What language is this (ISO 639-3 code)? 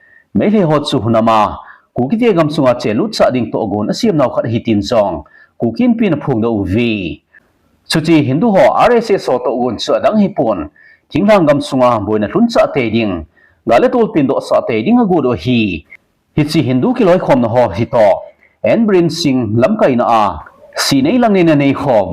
tcz